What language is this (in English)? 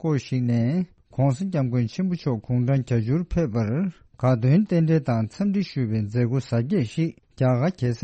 Tibetan